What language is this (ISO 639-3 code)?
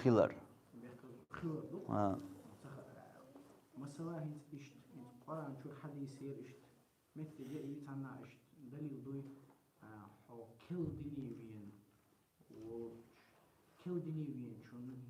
che